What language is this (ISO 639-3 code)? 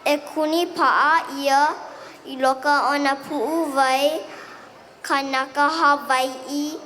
haw